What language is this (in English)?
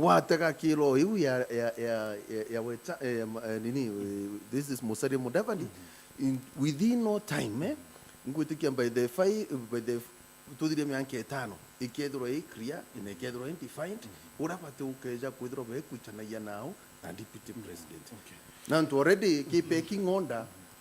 Meru